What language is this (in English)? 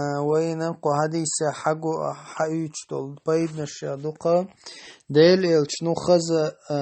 Chechen